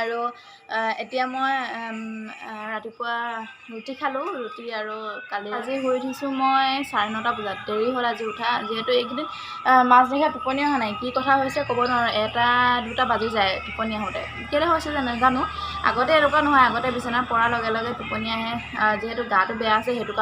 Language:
Assamese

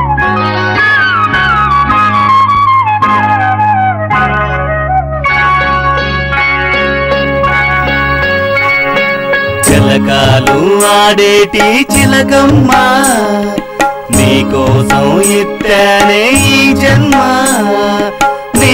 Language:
Telugu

